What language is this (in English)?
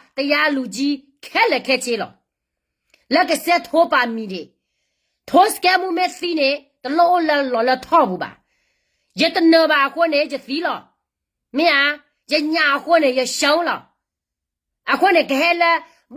S'gaw Karen